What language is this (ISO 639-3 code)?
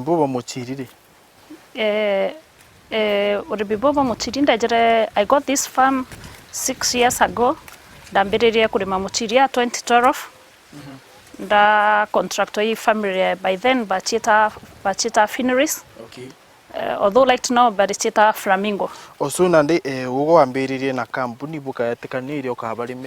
mer